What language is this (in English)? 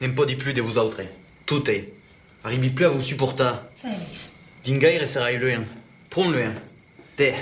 Occitan